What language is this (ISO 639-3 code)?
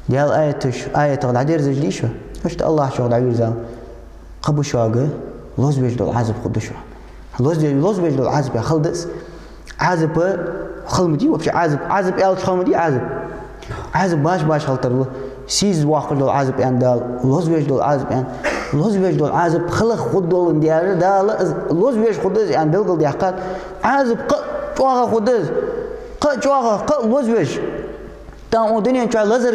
inh